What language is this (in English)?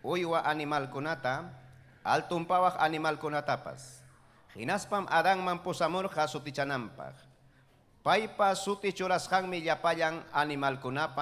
Ayacucho Quechua